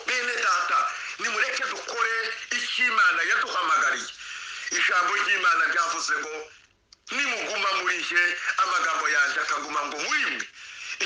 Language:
Kinyarwanda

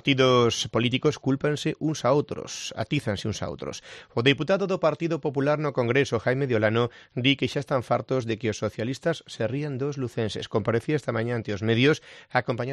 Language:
Galician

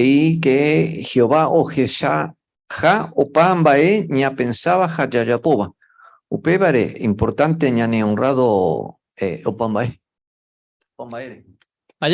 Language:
Guarani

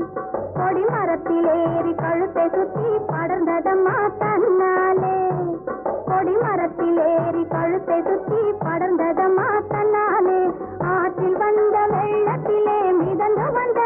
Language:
Tamil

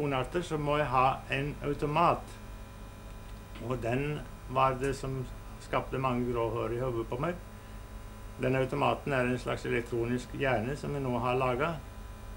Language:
Norwegian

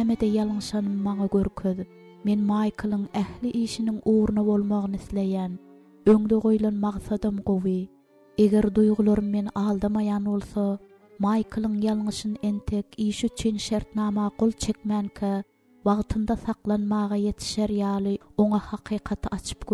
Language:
Turkmen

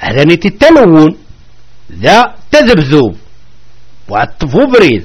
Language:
Kabyle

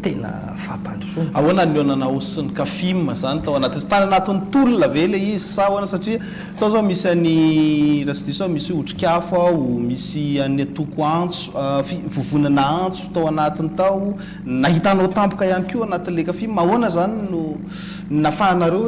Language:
Malagasy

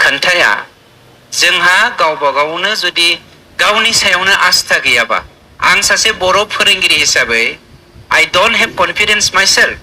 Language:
Bodo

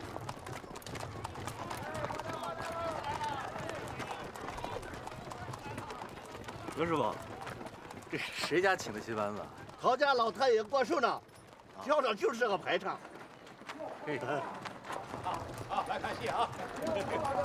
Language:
Chinese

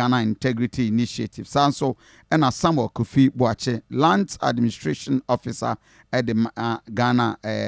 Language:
Akan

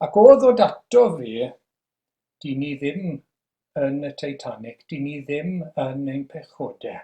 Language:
Welsh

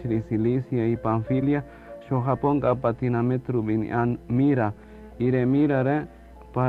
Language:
Kaqchikel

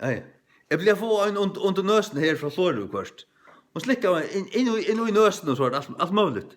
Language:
Faroese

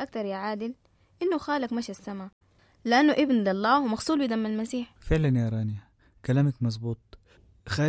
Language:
Sudanese Arabic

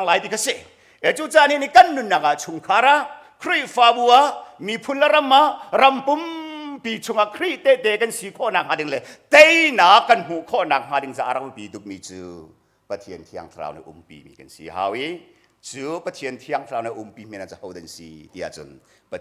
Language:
Hakha Chin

